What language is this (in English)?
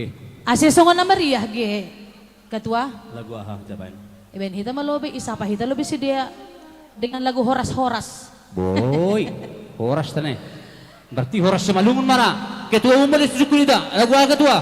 Batak Simalungun